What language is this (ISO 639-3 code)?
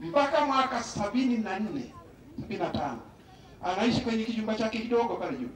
swa